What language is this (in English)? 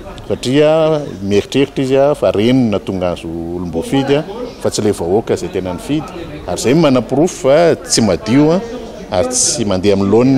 Malagasy